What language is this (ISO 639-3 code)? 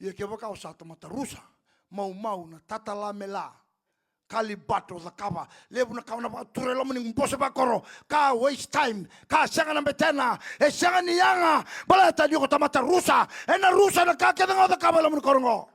fij